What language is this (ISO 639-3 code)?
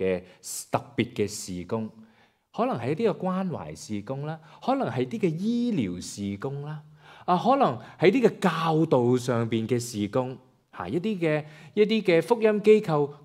yue